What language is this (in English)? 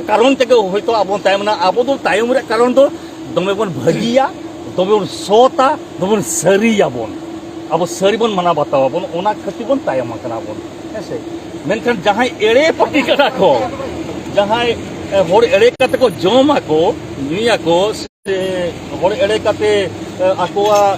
Santali